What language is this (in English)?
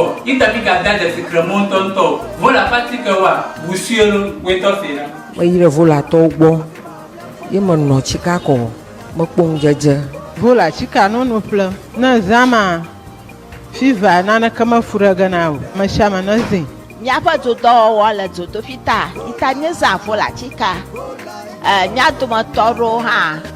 Ewe